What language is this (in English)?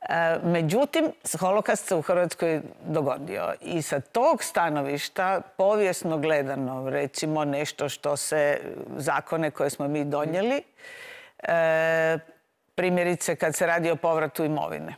Croatian